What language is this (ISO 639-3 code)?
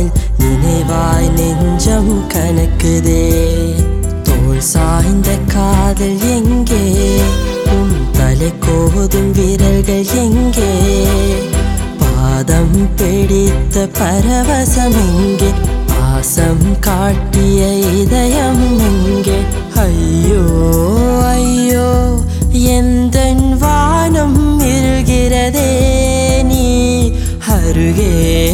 tam